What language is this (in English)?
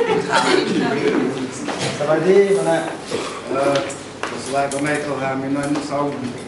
Lao